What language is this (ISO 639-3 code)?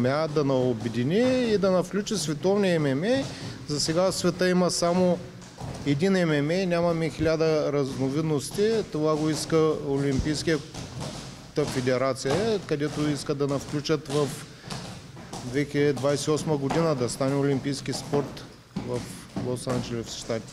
bul